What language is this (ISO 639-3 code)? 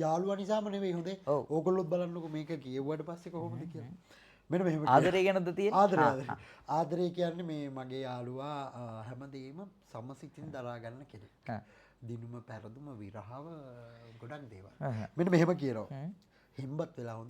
sin